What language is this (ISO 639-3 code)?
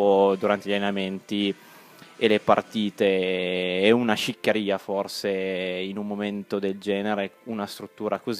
ita